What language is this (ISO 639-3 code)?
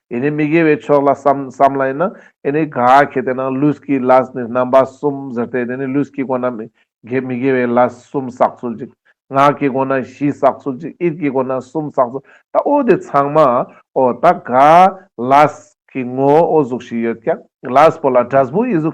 lbj